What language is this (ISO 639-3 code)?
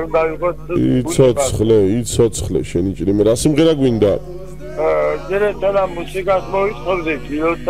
kat